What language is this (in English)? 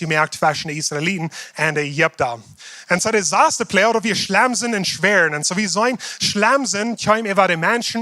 Plautdietsch